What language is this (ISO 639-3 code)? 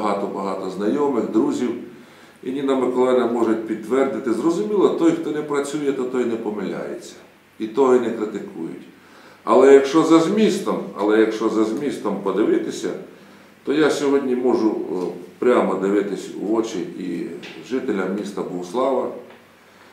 ukr